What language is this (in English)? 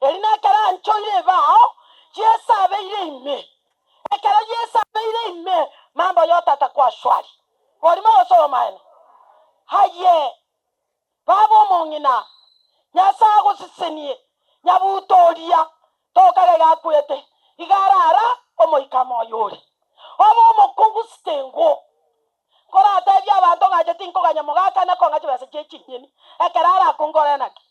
Gusii